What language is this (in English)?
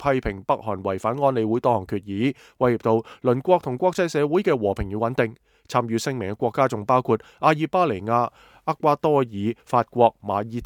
Cantonese